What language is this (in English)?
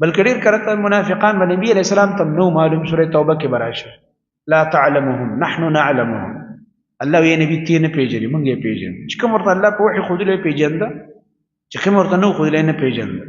Pashto